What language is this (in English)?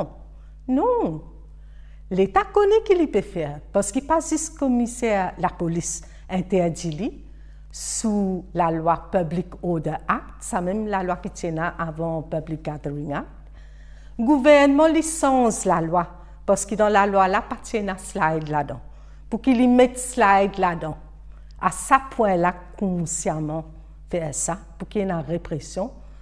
Morisyen